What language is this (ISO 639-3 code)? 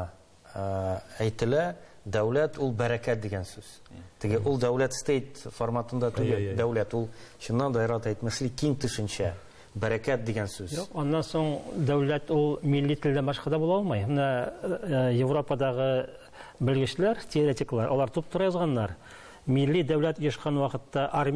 tat